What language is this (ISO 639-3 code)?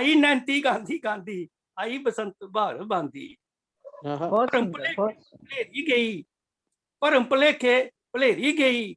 doi